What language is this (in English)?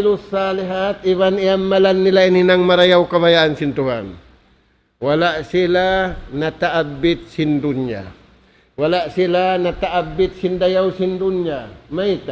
Tausug